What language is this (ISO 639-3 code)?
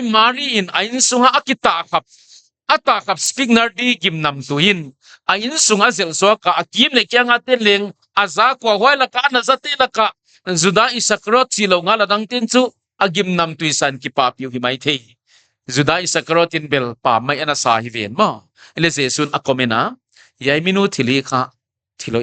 pck